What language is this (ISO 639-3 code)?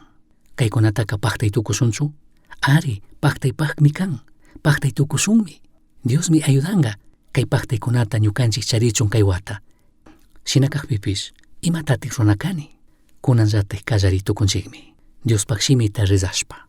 qug